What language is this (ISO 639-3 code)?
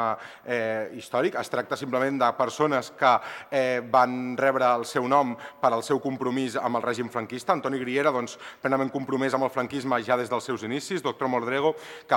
cat